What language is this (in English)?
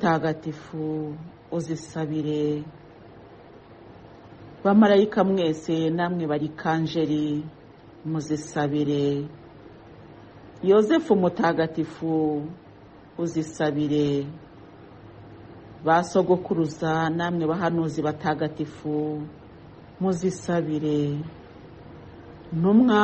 Kinyarwanda